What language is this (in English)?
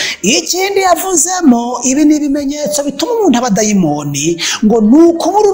Kinyarwanda